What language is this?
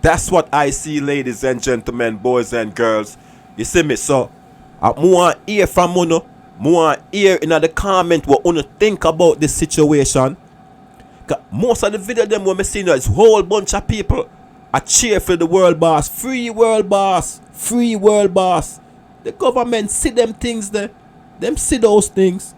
Jamaican Creole English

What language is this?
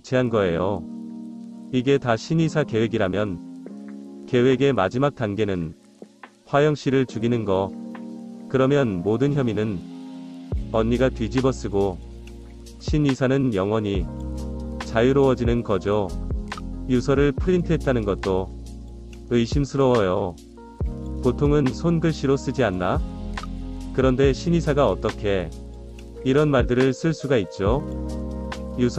Korean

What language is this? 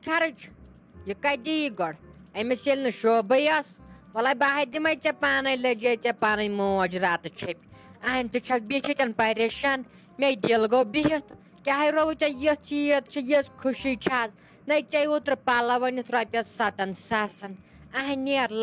Kashmiri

